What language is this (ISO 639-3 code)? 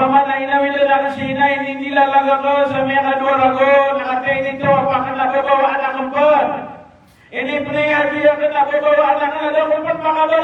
mrw